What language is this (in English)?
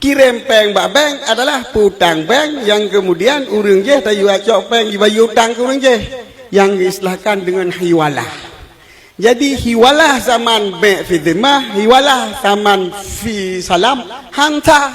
Achinese